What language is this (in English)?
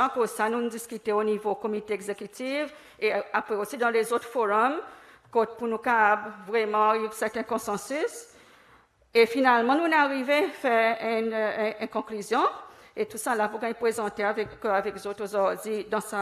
Seselwa Creole French